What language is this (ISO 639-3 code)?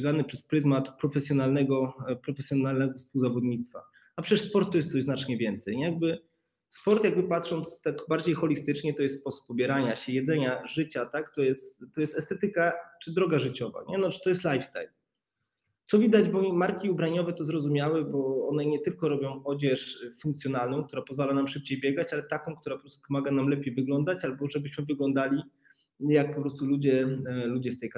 pol